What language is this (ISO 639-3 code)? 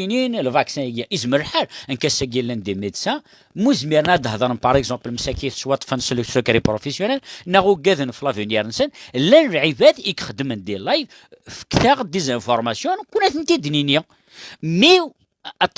kab